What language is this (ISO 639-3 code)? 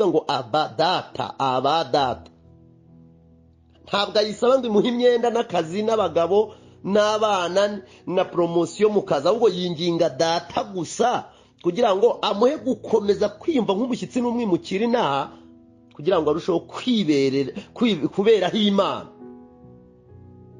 kin